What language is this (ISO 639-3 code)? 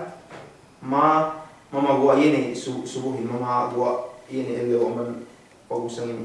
yka